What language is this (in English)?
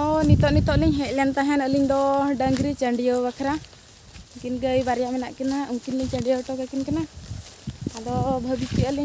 Santali